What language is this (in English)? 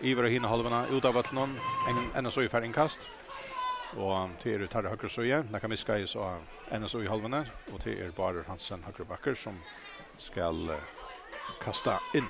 Faroese